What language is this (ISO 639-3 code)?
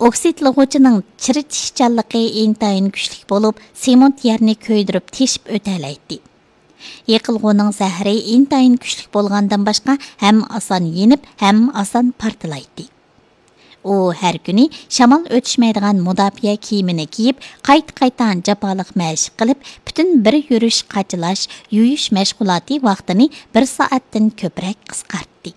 uig